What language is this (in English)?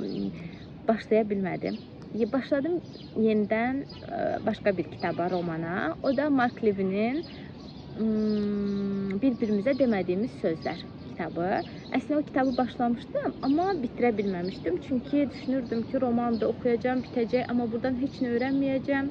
Azerbaijani